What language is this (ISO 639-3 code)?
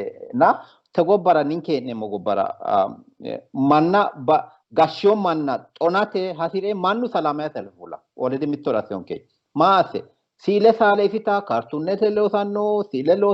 sid